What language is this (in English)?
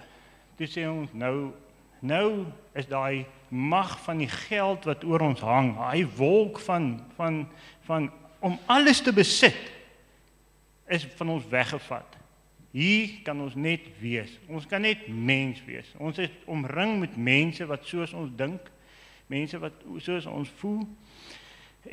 Afrikaans